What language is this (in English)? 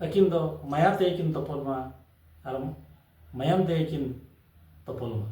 Santali